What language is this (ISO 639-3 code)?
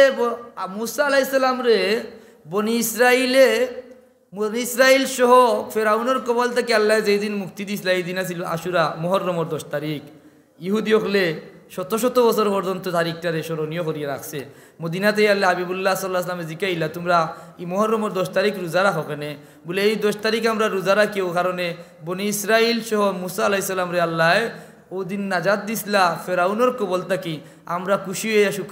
syl